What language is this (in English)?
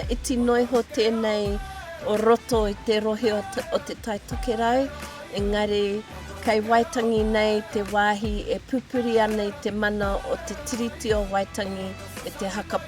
Māori